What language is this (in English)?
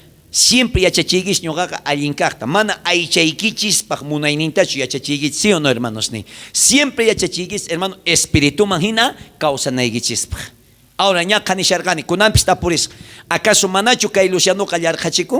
South Bolivian Quechua